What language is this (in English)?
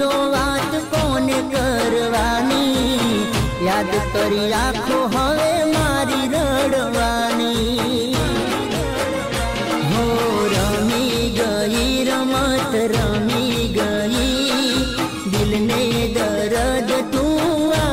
Gujarati